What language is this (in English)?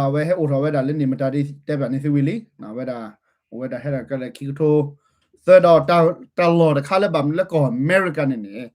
S'gaw Karen